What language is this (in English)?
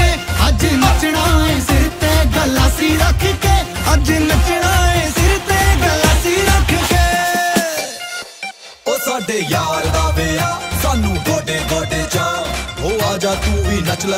Punjabi